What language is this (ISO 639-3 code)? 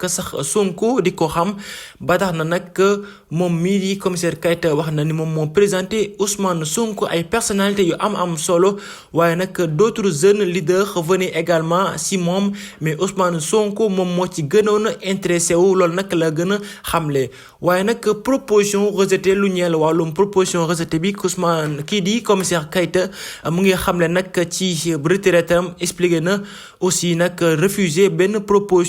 wol